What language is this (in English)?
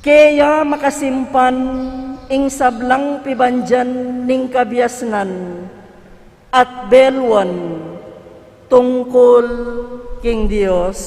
Pampanga